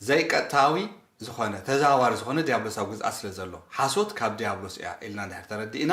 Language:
Tigrinya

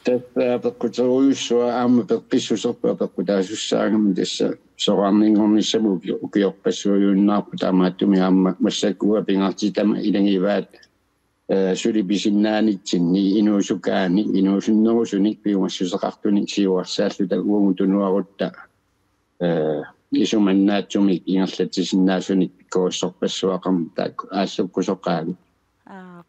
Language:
Kalaallisut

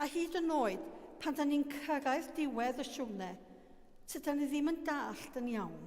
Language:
Welsh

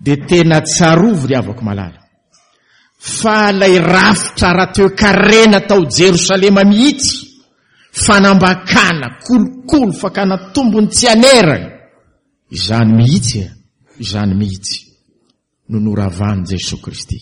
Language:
Malagasy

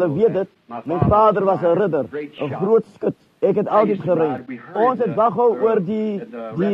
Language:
Afrikaans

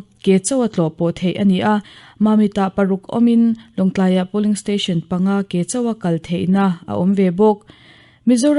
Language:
Mizo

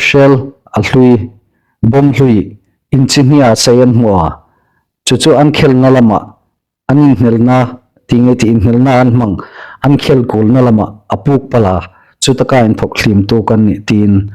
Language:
Hmar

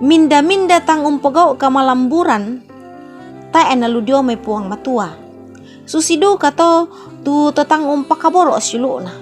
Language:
Toraja-Sa'dan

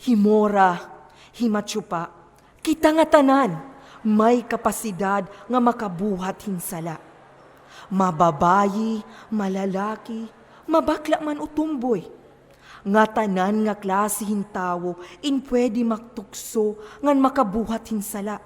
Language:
Waray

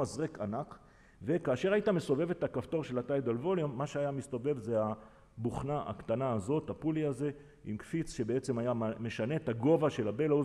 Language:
Hebrew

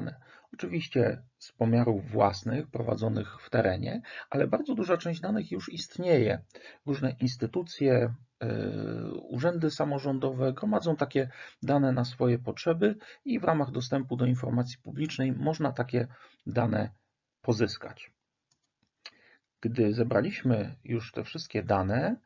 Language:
Polish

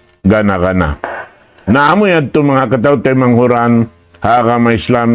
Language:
Tausug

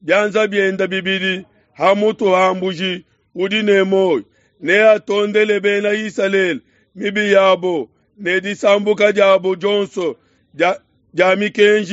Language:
Luba-Lulua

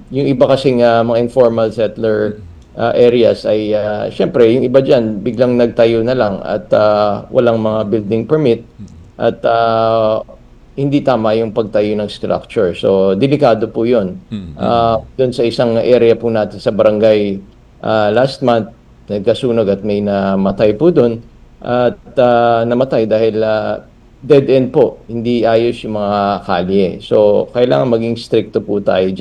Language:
Filipino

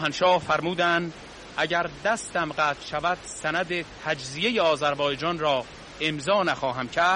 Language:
Persian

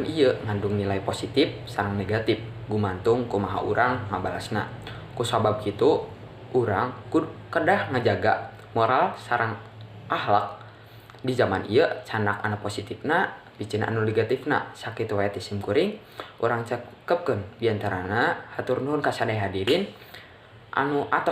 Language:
Sundanese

